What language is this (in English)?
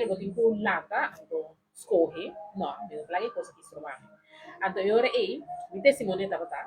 Papiamento